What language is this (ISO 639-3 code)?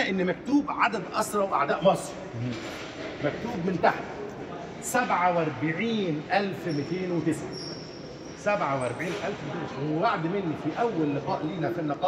arz